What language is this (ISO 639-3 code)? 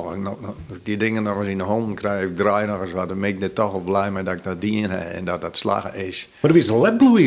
fry